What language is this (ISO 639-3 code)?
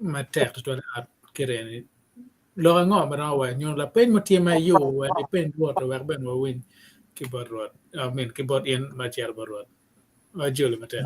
ach